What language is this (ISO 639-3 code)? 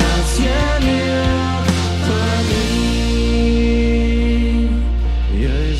pdt